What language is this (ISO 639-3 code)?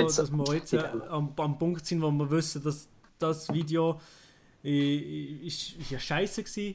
gsw